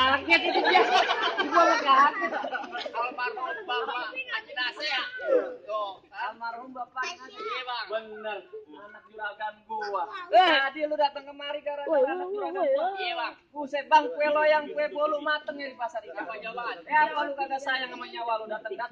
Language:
Betawi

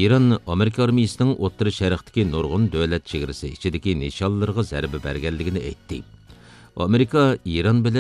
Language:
Uyghur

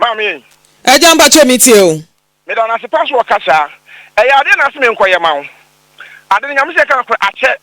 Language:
Akan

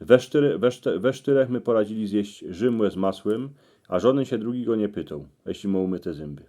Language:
Silesian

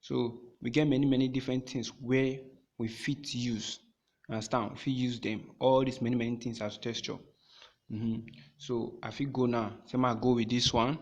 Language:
Nigerian Pidgin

